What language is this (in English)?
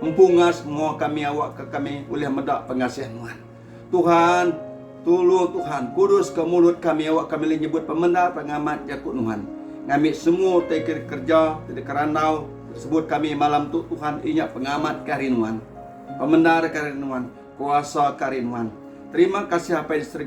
Iban